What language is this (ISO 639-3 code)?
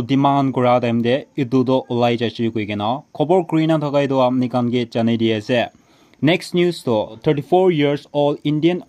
nag